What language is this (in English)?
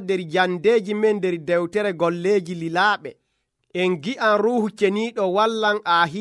Nigerian Fulfulde